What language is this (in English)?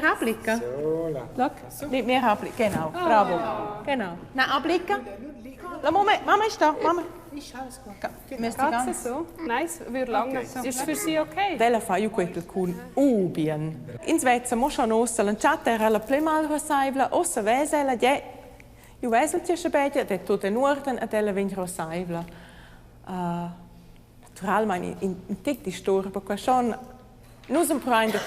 Romansh